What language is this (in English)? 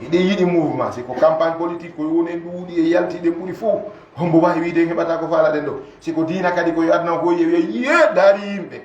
Fula